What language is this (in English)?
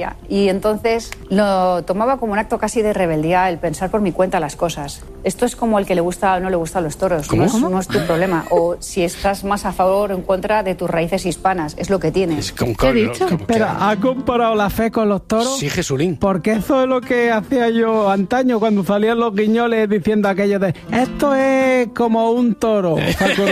Spanish